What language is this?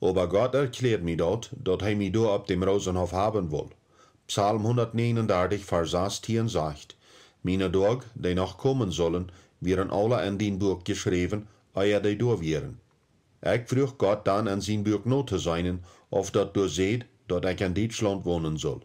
Plautdietsch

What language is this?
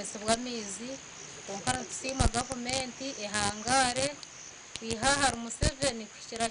Nyankole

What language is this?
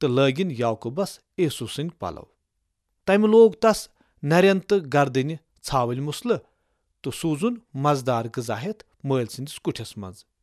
Kashmiri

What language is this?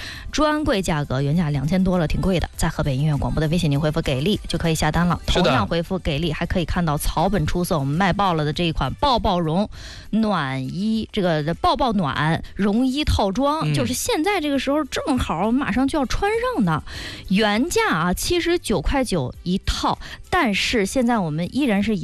Chinese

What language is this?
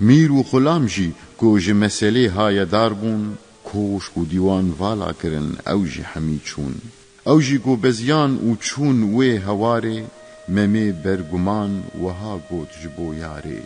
Kurdish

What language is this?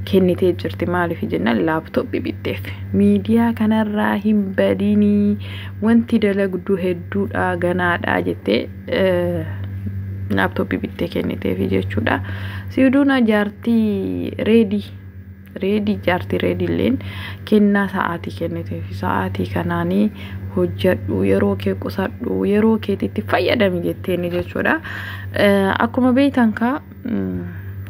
Oromo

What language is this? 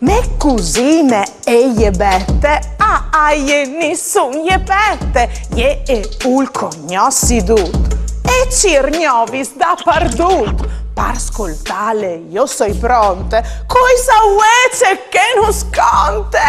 Friulian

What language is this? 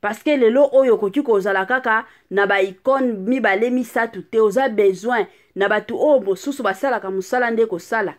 Lingala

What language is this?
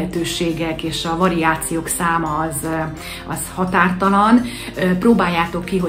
Hungarian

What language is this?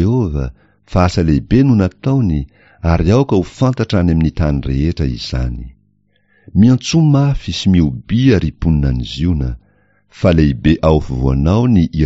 Malagasy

